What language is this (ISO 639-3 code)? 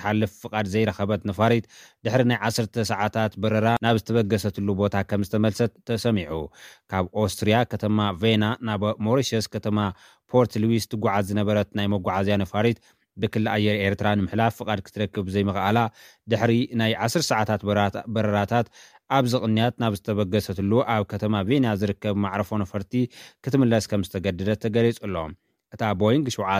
tir